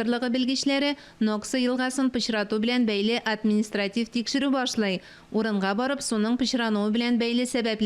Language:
Tatar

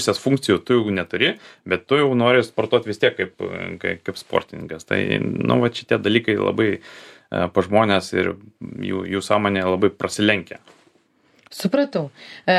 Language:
Lithuanian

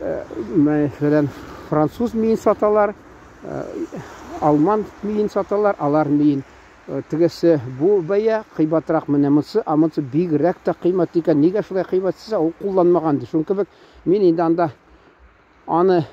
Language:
Tatar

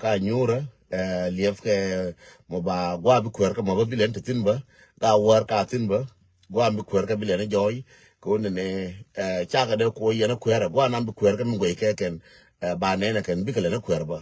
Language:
Nuer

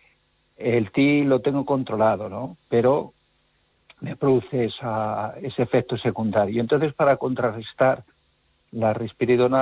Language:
Spanish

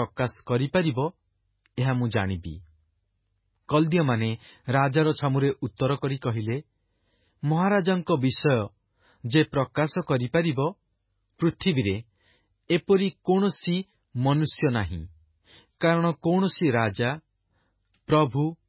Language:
Odia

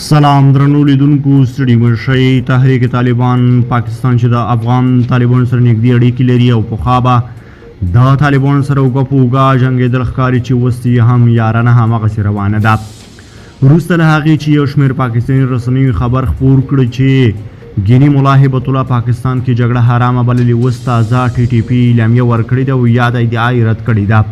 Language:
Pashto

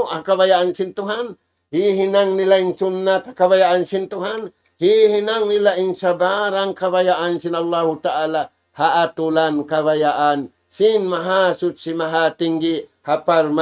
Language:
Tausug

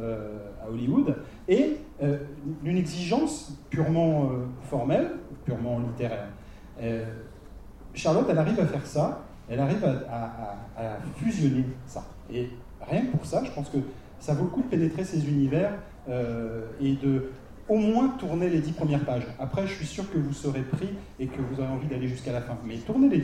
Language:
French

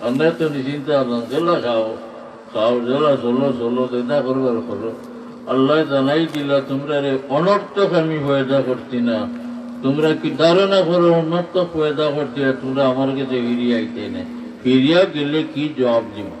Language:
Sylheti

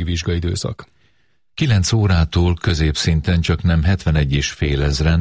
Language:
Hungarian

